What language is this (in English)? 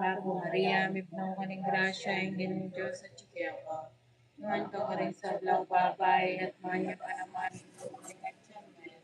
Pampanga